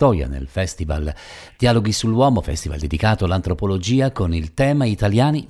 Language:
Italian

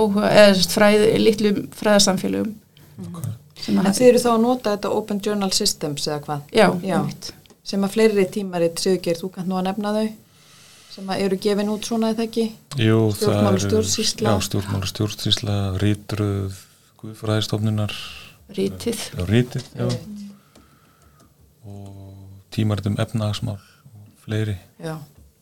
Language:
Icelandic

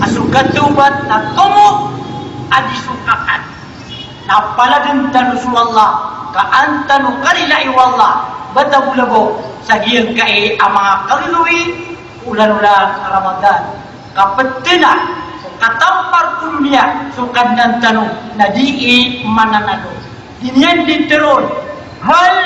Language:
Maranao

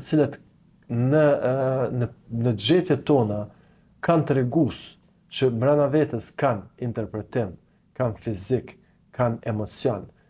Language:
Albanian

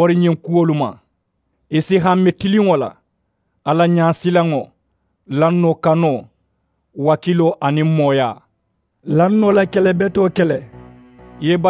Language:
Mandingo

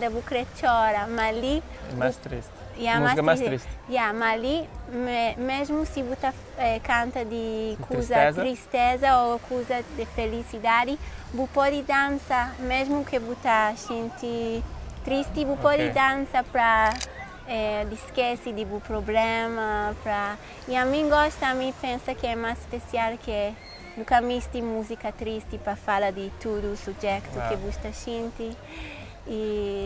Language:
Kabuverdianu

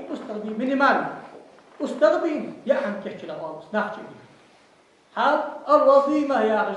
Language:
Ingush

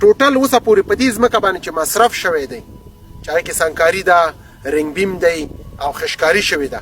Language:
Pashto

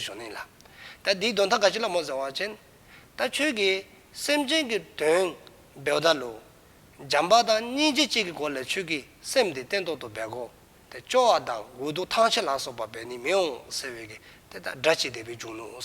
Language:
Dzongkha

